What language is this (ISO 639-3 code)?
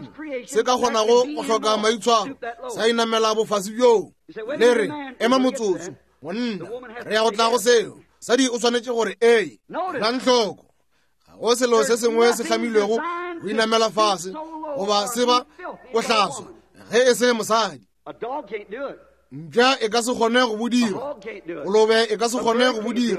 nso